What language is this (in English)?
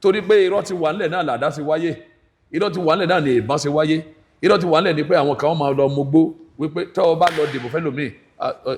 Yoruba